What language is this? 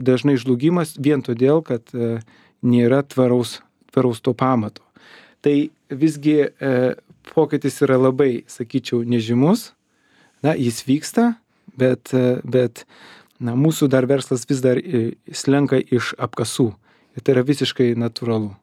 Lithuanian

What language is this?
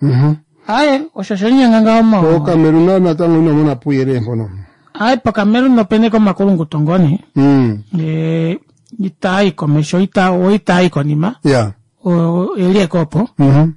Kuanyama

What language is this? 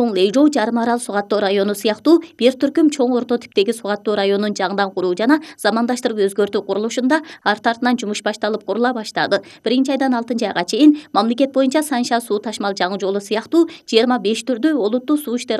Kyrgyz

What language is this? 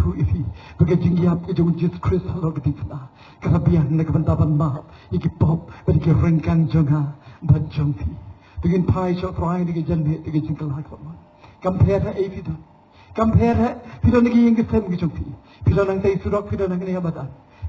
Khasi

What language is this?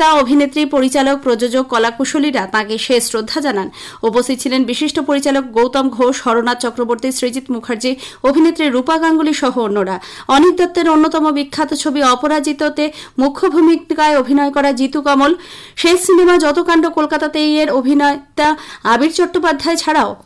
Bangla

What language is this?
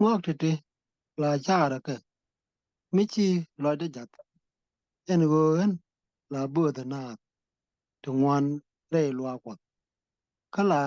Nuer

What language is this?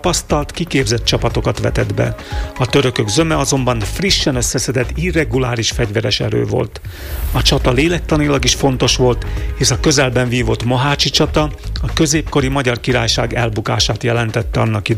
Hungarian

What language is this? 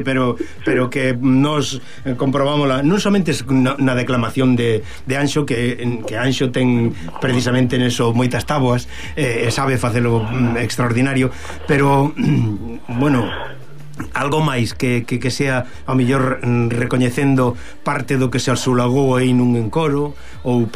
Galician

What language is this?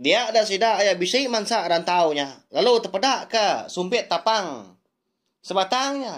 Iban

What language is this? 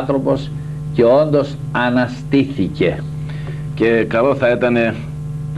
Greek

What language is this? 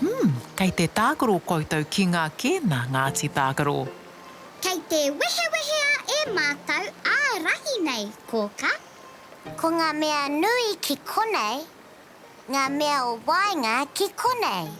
Māori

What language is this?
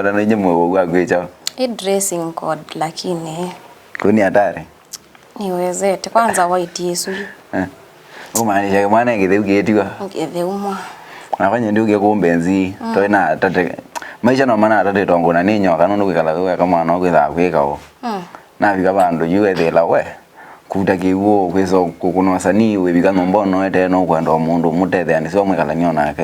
Kamba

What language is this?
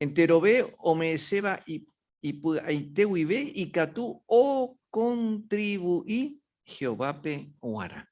Guarani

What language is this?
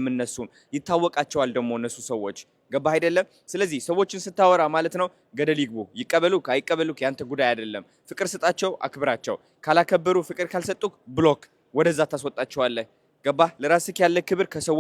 Amharic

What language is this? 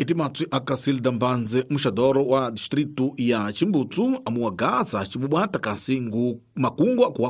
Tsonga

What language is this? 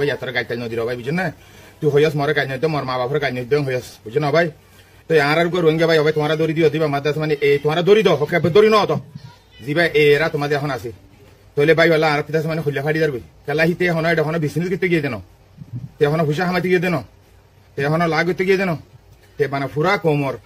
Rohingya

